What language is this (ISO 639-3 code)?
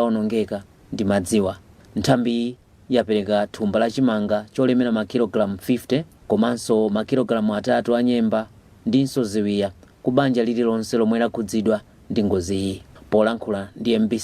nya